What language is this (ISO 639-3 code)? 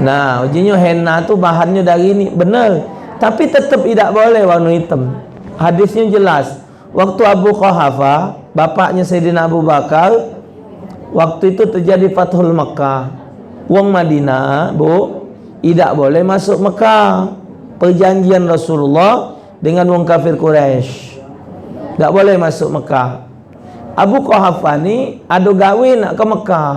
mui